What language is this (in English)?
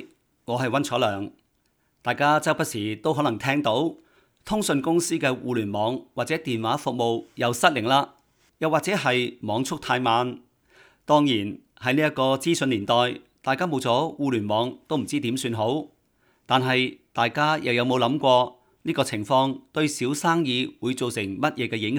Cantonese